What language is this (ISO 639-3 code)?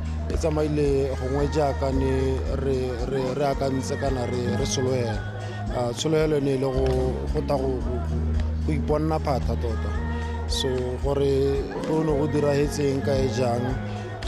tsn